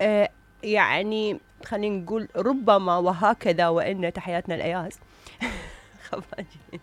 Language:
Mesopotamian Arabic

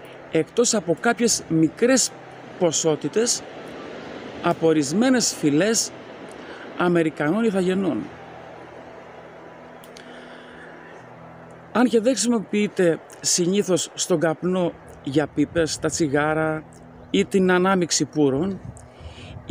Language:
Greek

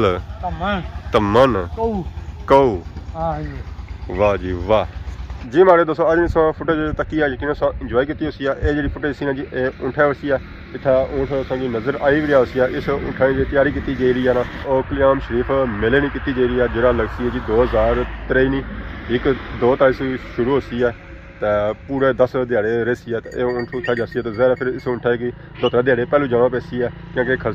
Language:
Pahari-Potwari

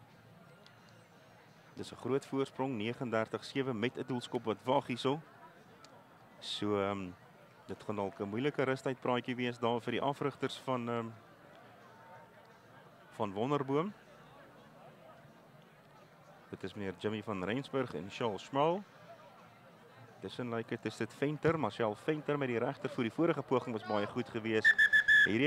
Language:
Afrikaans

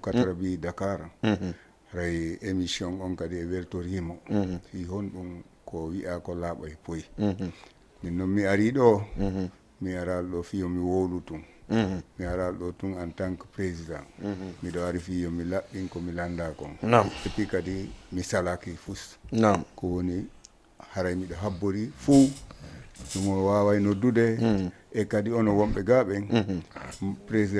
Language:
Fula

